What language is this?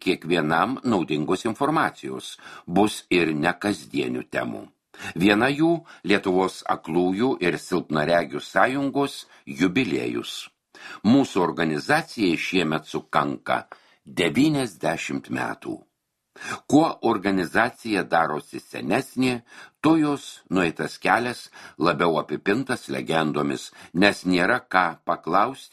Lithuanian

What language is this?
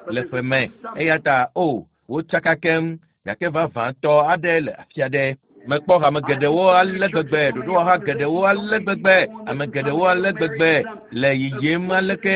Ewe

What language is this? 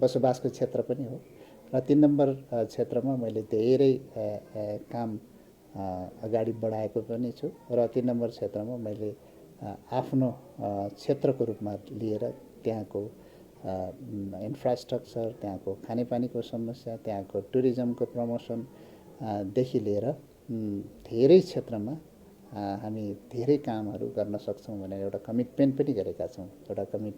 Nepali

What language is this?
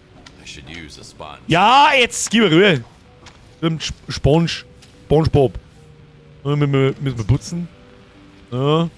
Bavarian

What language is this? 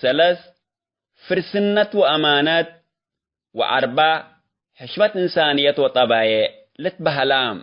Tigre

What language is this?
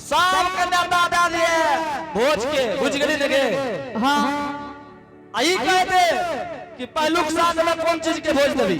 Angika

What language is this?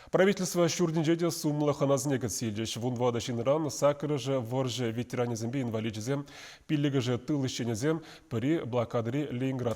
Chuvash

